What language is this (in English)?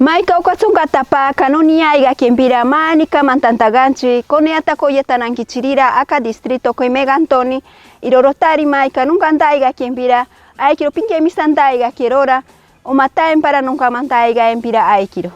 Machiguenga